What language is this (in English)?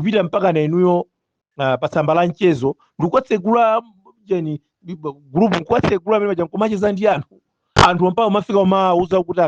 Nyanja